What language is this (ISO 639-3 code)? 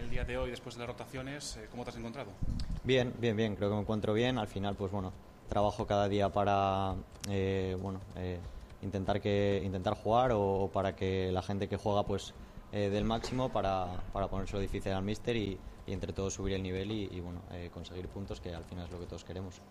spa